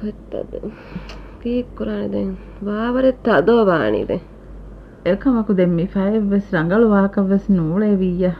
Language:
Divehi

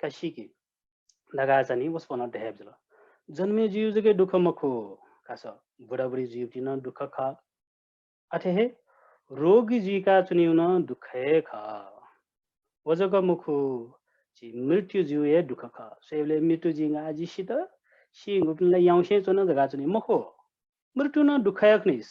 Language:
Newari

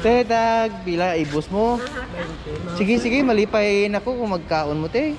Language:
Cebuano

